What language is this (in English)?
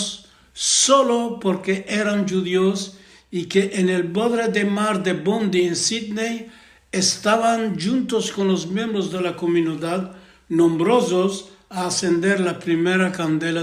Ladino